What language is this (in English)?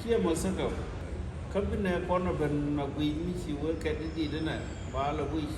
Nuer